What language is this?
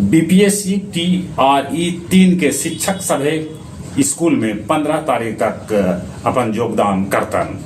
Magahi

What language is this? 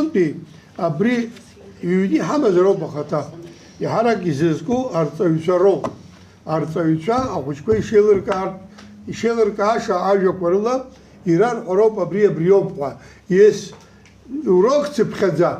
Abkhazian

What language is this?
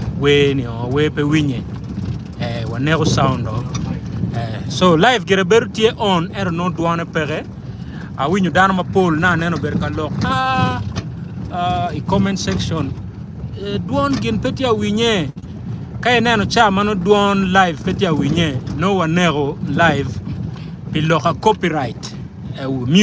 Acoli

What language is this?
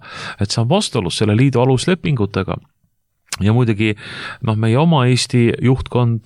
Estonian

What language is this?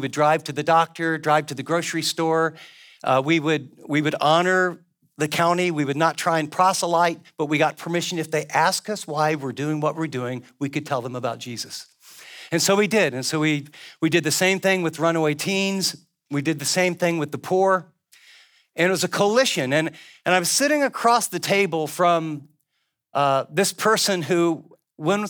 English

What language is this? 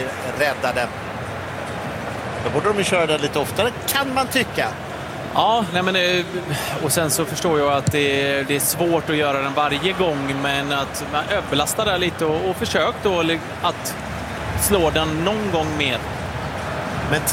Swedish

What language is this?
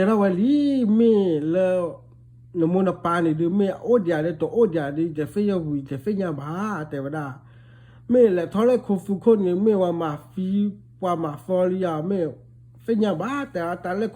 S'gaw Karen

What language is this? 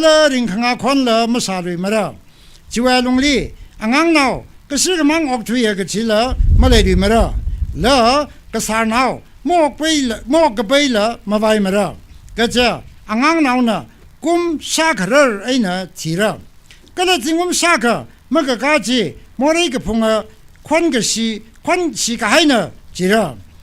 Tangkhul Naga (India)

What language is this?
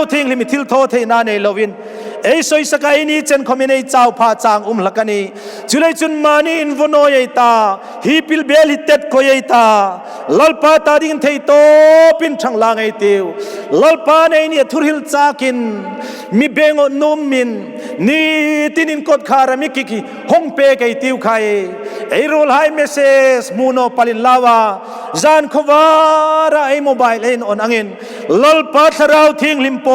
Hmar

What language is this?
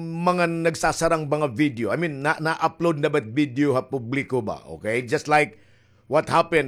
Waray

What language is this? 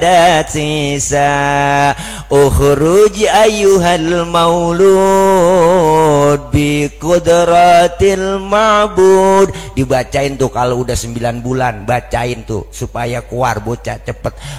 Betawi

